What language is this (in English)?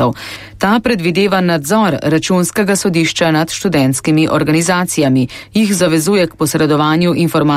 Slovenian